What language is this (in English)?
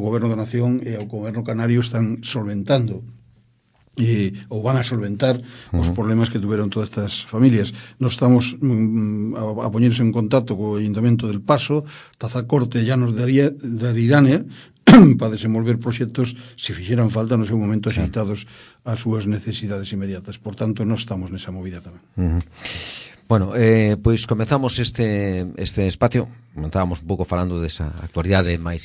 Galician